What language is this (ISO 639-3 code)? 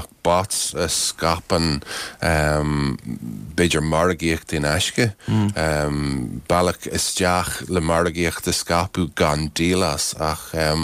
gle